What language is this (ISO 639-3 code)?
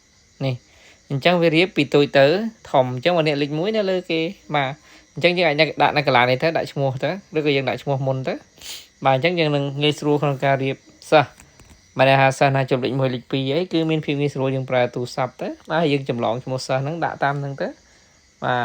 khm